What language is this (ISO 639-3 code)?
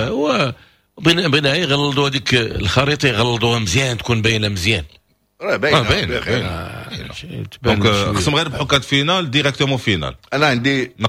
ary